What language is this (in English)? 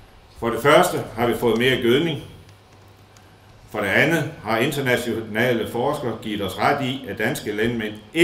Danish